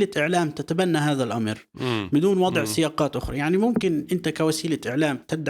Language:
North Levantine Arabic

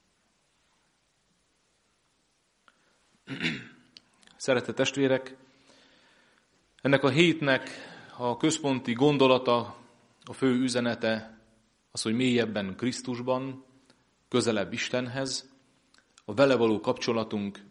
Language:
Hungarian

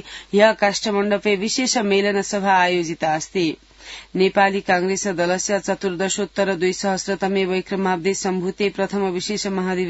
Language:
Sanskrit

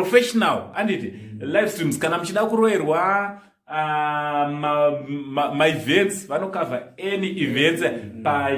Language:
Shona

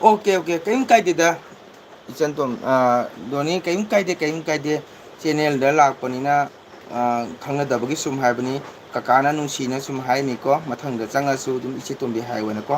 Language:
Manipuri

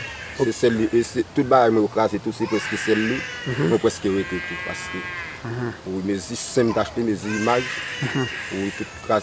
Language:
Haitian Creole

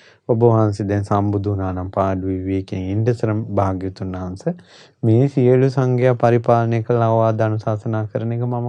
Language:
Sinhala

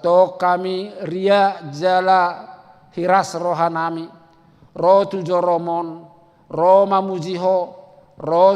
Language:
Batak Toba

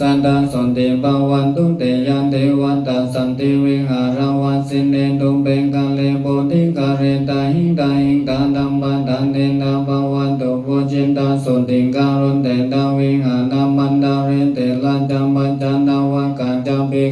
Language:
Pali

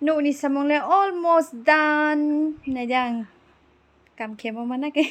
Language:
Riang (India)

